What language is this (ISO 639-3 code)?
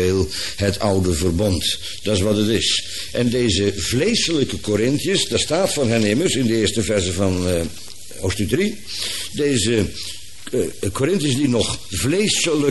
nld